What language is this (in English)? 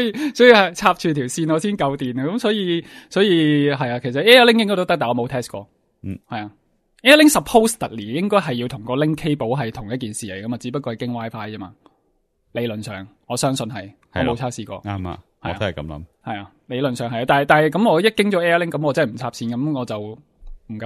Cantonese